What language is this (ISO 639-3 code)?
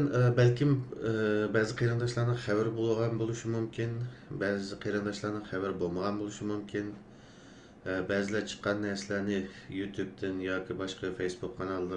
uig